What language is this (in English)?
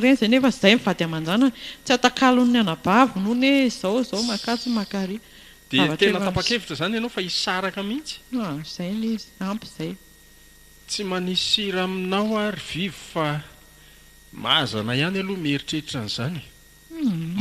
Malagasy